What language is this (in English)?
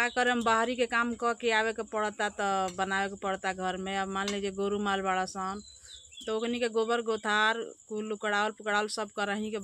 Bhojpuri